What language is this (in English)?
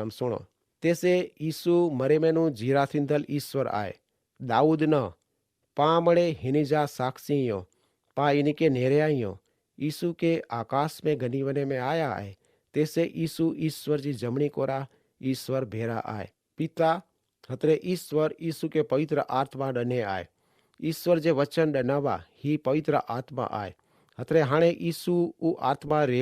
Kachhi